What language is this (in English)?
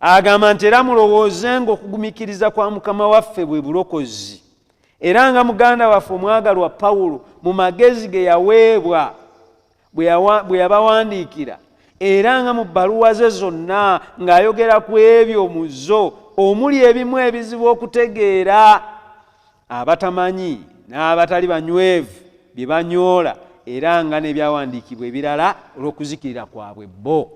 Ganda